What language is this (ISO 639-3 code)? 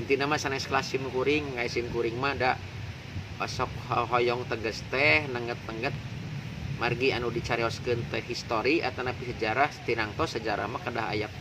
sun